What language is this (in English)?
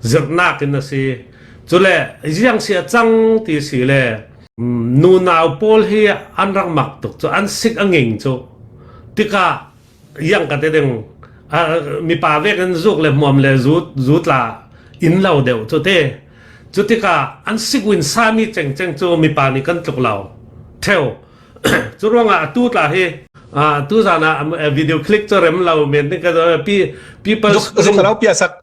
Falam Chin